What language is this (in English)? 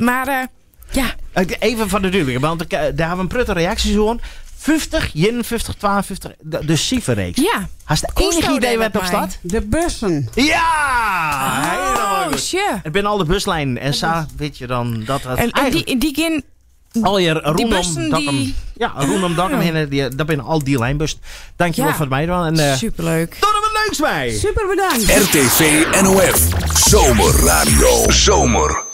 Western Frisian